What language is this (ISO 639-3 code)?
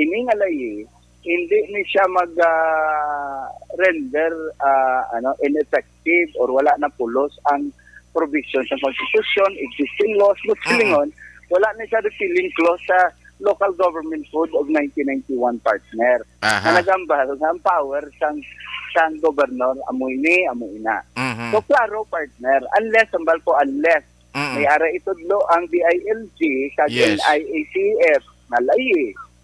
hil